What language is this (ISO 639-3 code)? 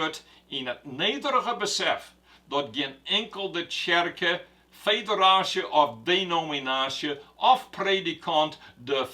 fry